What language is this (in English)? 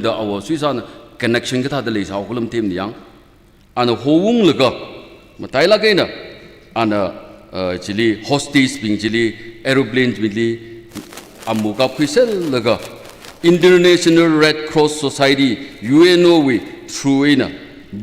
Tangkhul Naga (India)